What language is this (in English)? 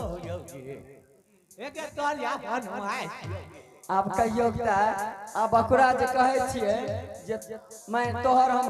Angika